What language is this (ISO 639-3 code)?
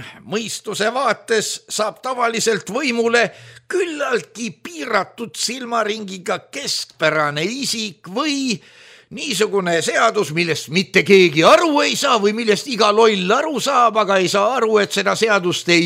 est